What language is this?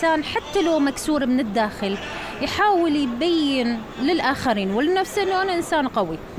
Mesopotamian Arabic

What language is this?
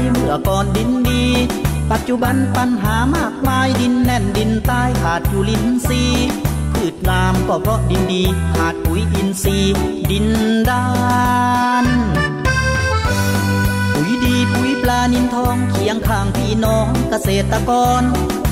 Thai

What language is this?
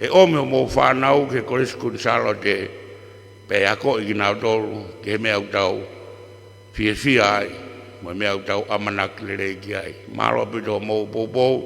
Tongan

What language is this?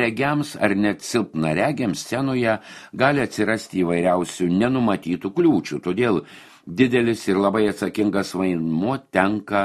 Lithuanian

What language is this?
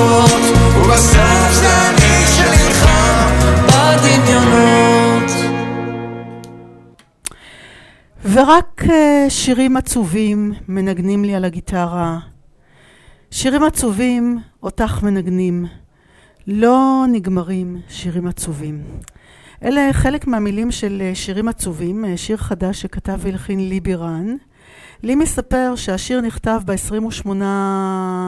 Hebrew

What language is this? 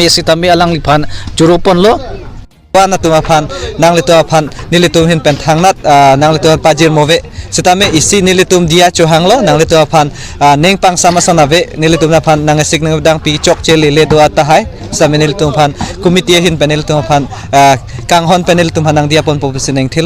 Karbi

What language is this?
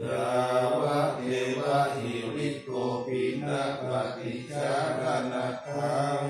Pali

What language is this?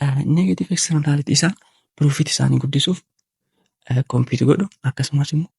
Oromo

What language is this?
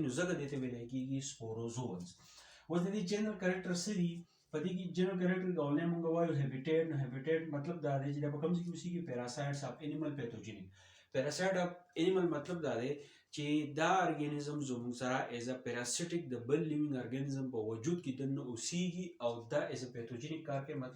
Pashto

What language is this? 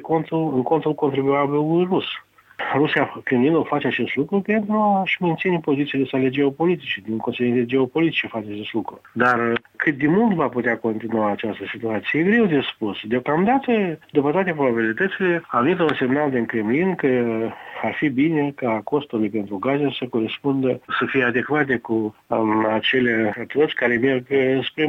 Romanian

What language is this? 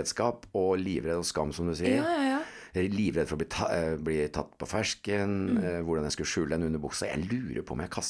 Norwegian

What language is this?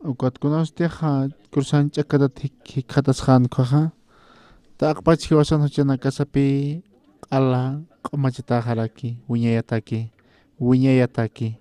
Aymara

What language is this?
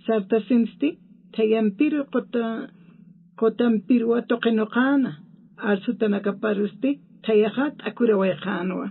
Aymara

